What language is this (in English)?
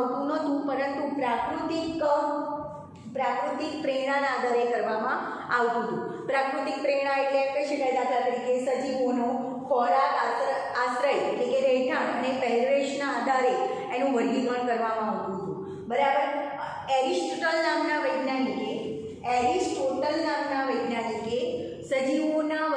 Gujarati